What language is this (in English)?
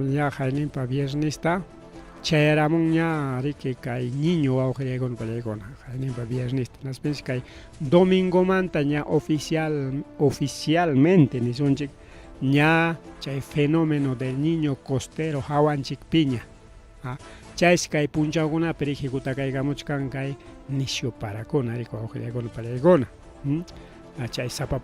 Ayacucho Quechua